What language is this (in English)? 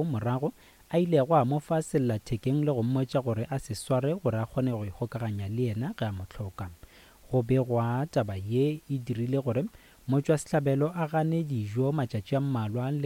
Northern Sotho